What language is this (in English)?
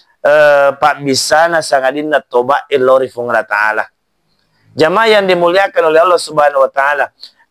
Buginese